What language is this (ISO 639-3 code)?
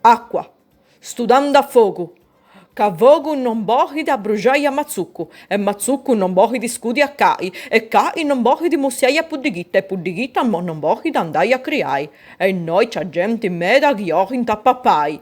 srd